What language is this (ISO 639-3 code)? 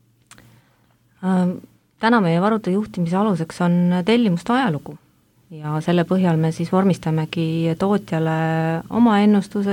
est